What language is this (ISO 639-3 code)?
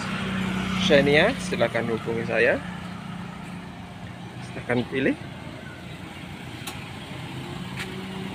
ind